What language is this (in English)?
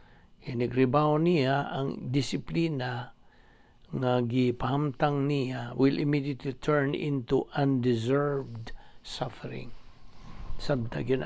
Cebuano